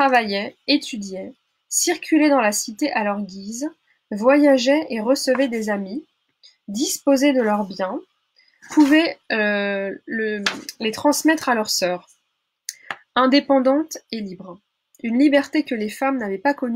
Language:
French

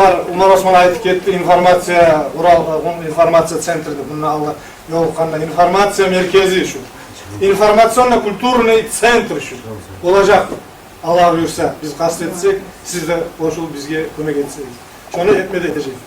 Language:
Kumyk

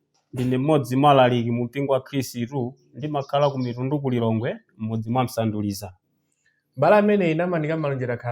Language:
Nyanja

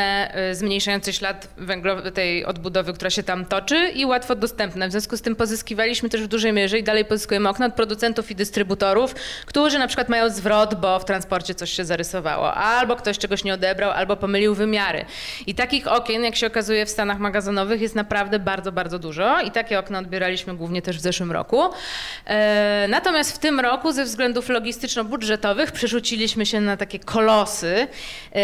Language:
Polish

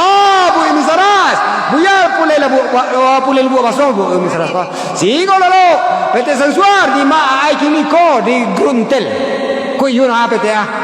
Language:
Minangkabau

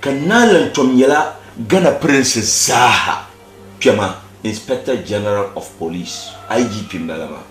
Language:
Dagbani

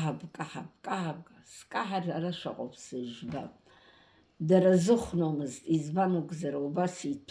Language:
Abkhazian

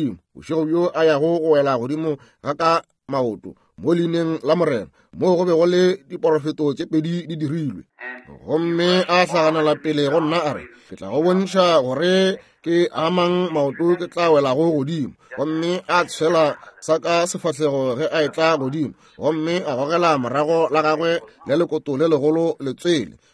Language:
Northern Sotho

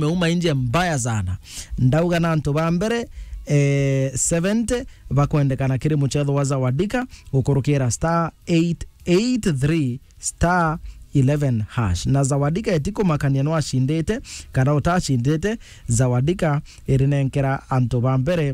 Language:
Meru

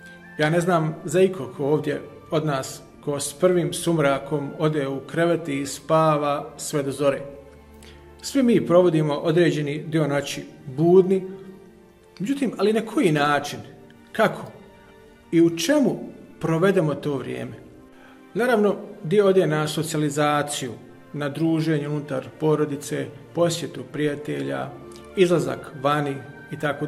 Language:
Bosnian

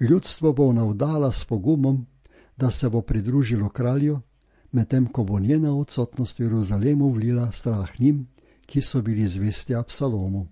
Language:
Slovenian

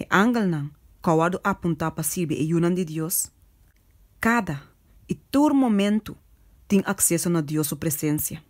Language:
Papiamento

